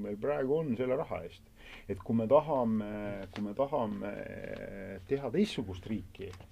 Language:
Estonian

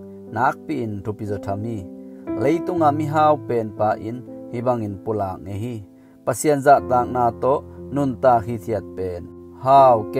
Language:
Tedim Chin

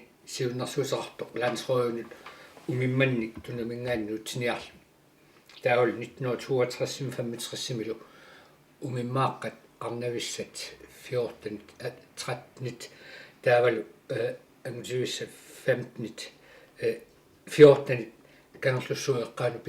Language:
Kalaallisut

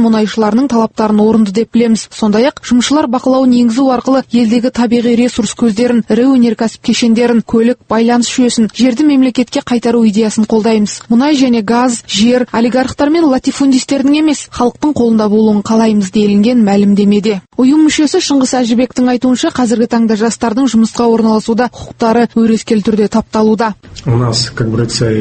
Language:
Kazakh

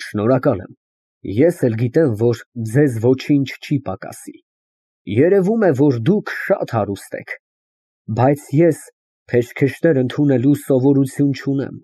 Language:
Armenian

